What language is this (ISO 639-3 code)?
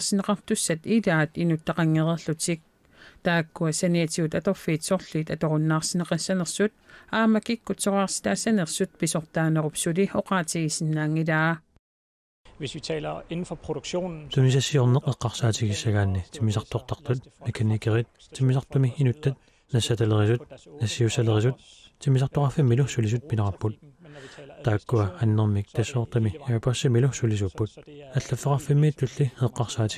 kal